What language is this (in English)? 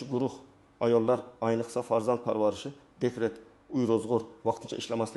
Uzbek